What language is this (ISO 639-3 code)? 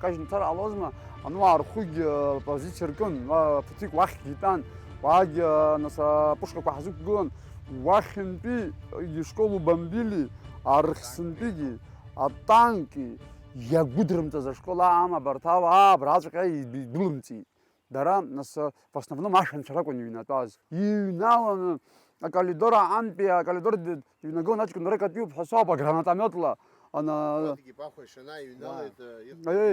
abk